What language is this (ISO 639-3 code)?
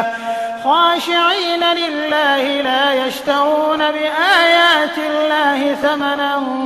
ara